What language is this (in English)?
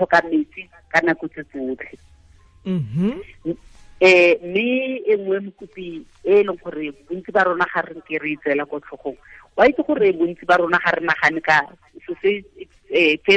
Tswana